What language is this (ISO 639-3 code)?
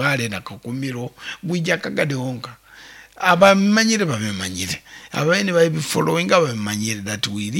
nyo